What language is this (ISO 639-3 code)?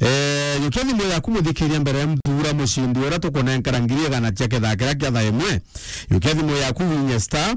mer